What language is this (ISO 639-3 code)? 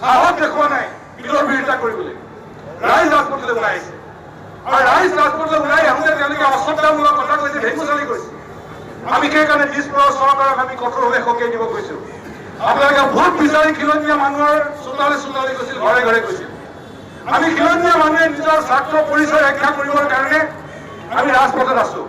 asm